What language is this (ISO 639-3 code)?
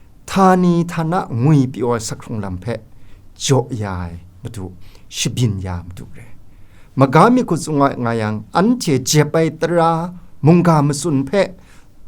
kac